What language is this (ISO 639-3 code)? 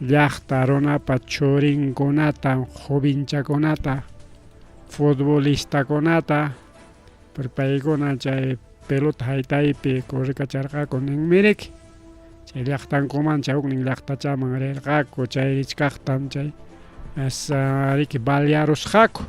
quy